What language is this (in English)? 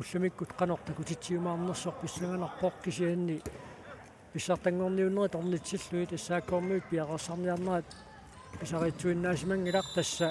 Kalaallisut